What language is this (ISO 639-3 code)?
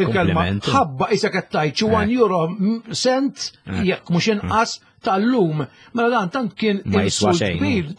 mlt